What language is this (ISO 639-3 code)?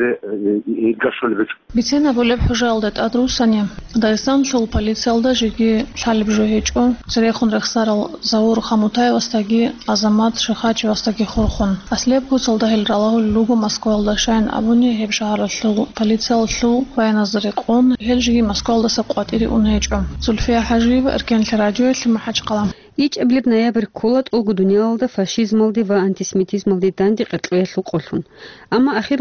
ava